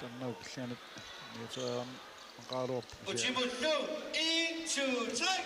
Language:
Kalaallisut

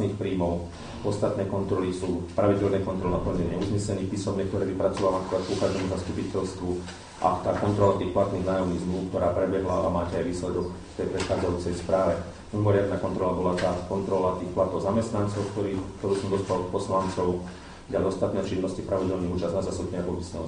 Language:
Slovak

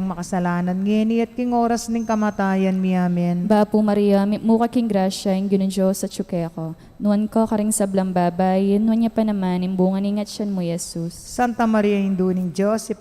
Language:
Pampanga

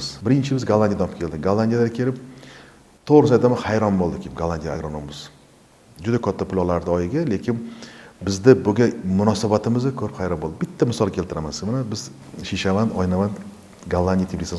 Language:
Uzbek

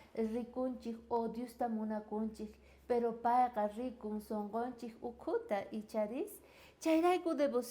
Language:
South Bolivian Quechua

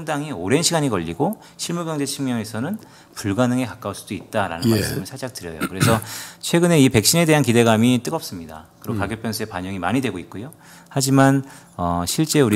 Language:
Korean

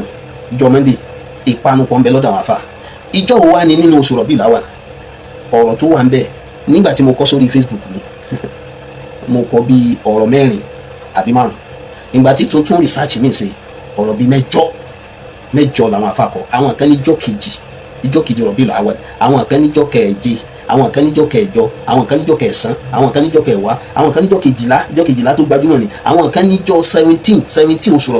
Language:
Yoruba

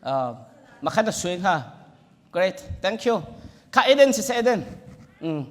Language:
Hakha Chin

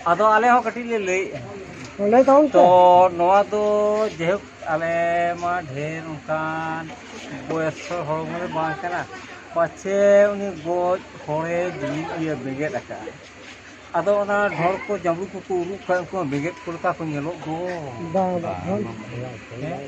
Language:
Santali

